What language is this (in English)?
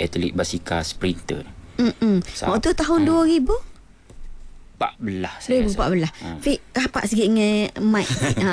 Malay